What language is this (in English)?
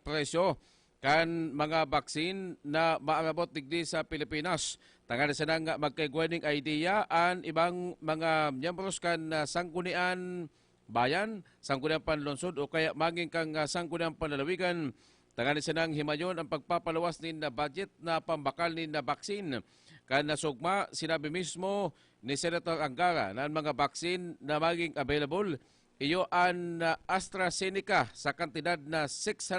Bikol